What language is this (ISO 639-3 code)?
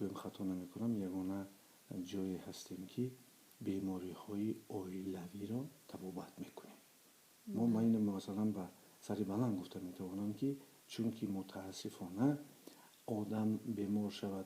tgk